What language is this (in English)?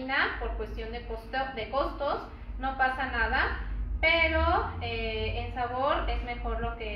Spanish